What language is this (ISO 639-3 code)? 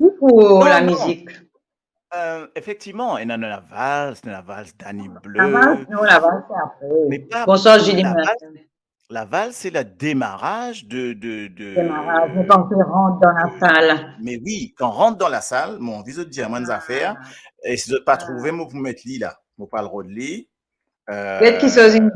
mfe